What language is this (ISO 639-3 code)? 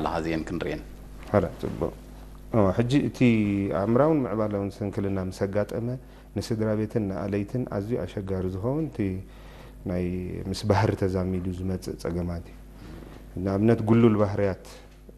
tir